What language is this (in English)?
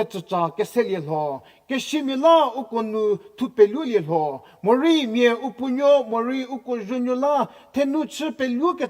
Angami Naga